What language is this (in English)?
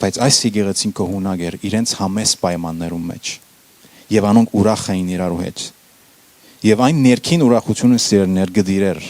Western Armenian